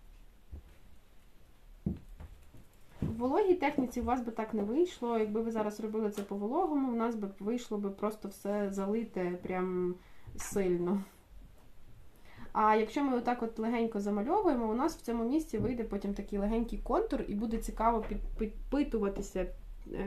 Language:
Ukrainian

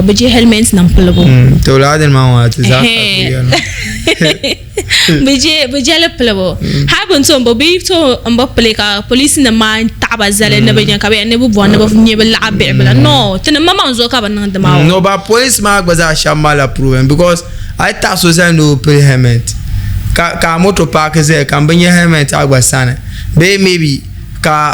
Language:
Dagbani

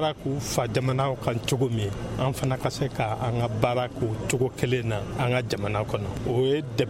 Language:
Bambara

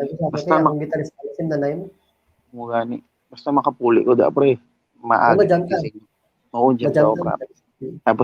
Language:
Hiligaynon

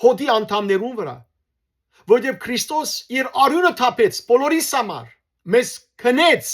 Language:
Western Armenian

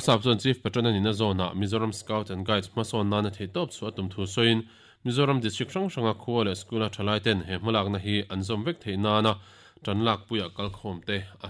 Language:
Mizo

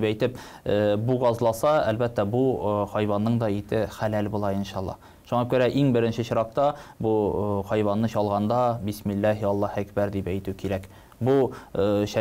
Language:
Tatar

